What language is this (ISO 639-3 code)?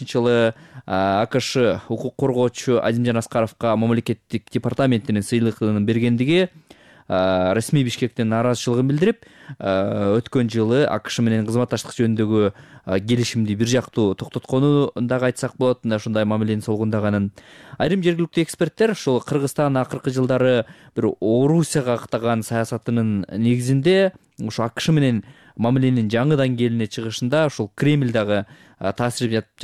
kir